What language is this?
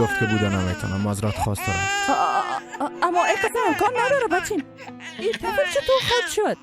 Persian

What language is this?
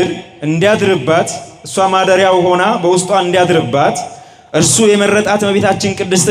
Amharic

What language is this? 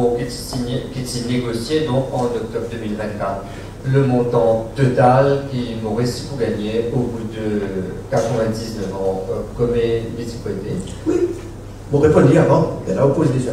Morisyen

